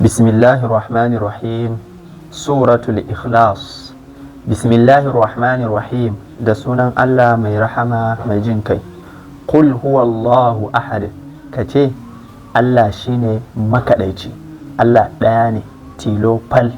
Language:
Hausa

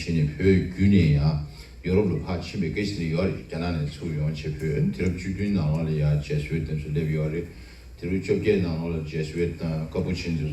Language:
Tibetan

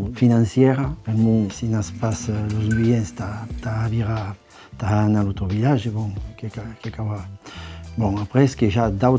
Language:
Occitan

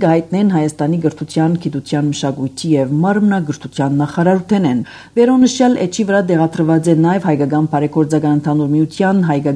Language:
Armenian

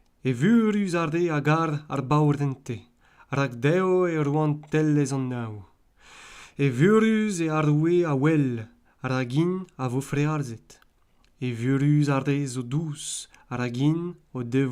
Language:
Breton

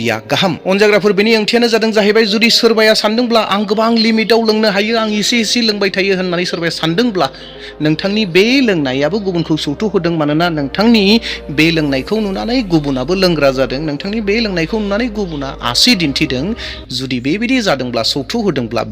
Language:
Bodo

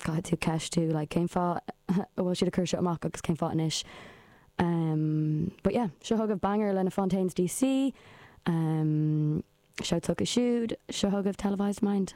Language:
Irish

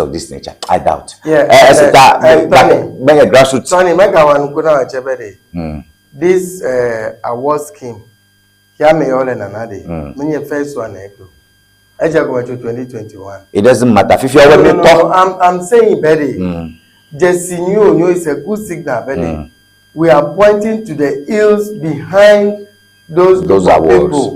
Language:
Ewe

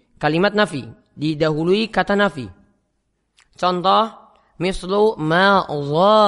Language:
Indonesian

